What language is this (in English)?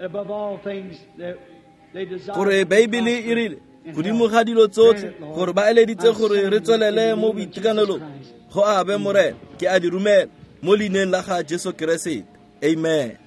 Tswana